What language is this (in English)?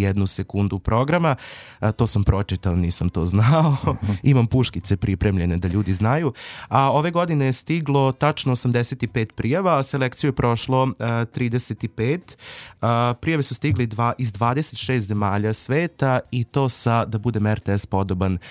Serbian